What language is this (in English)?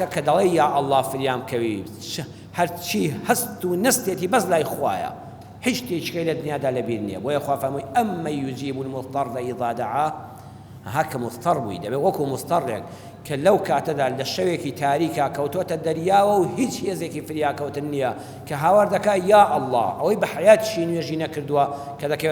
Central Kurdish